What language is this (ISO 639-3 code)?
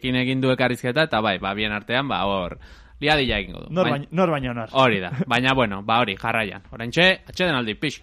eus